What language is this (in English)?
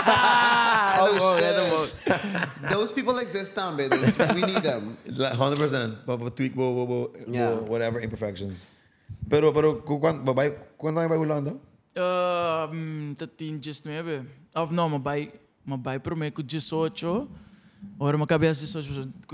Papiamento